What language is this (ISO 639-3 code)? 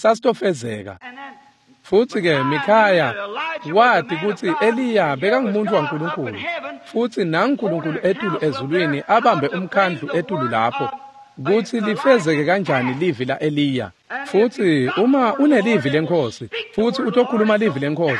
ssw